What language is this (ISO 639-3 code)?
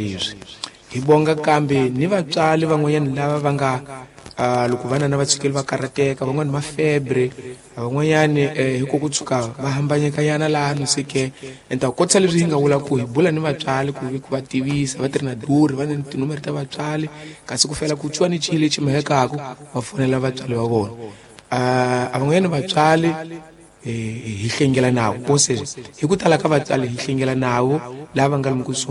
tso